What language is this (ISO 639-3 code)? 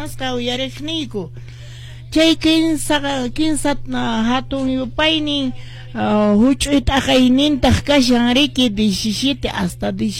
que